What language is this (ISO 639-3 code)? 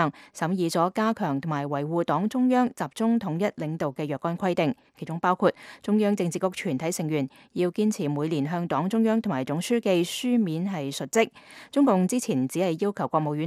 yue